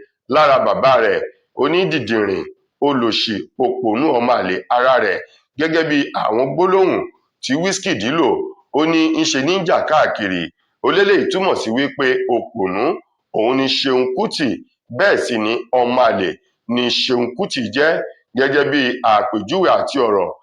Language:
Yoruba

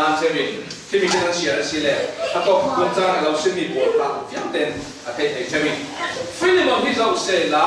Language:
Falam Chin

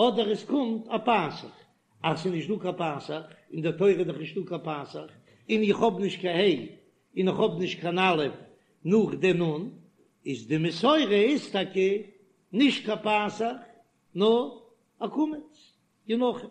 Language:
Yiddish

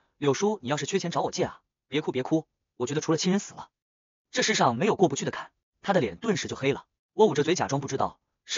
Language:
Chinese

